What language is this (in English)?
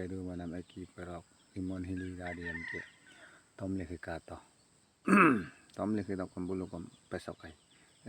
Adi